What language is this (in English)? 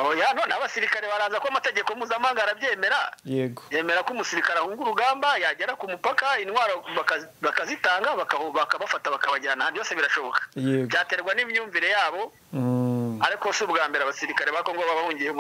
Kinyarwanda